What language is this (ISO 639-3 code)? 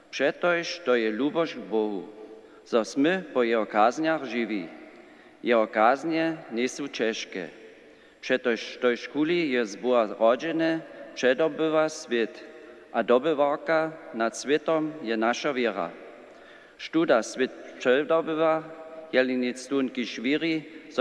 hsb